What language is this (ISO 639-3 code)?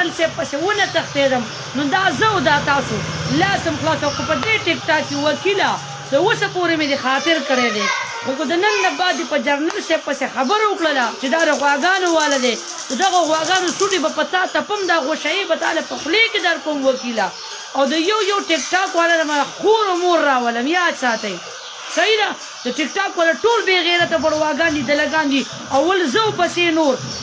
pus